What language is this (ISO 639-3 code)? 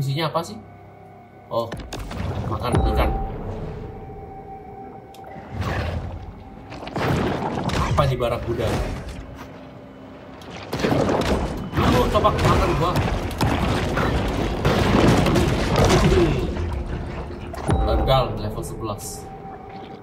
ind